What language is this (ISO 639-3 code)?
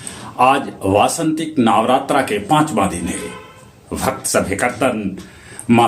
mag